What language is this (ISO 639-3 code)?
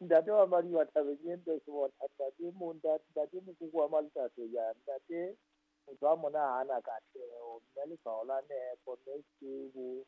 sot